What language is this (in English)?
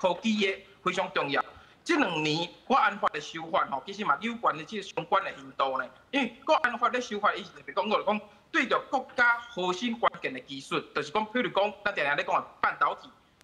Min Nan Chinese